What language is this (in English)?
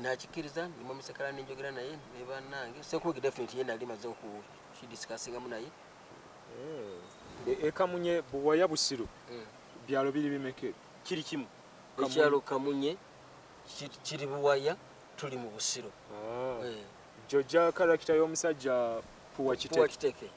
Ganda